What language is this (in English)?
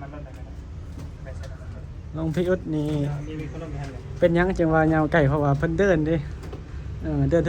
Northeastern Thai